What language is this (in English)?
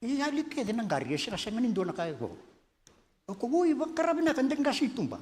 Fijian